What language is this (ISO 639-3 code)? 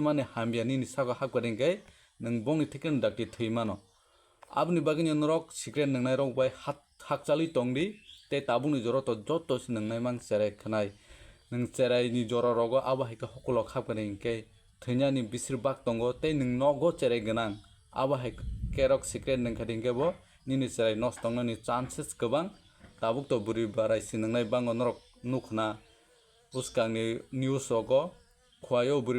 trp